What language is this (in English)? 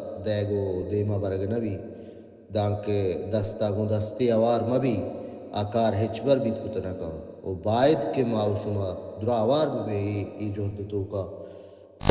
Baluchi